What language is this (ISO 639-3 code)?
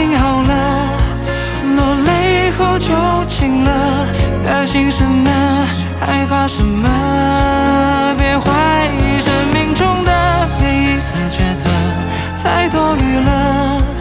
zho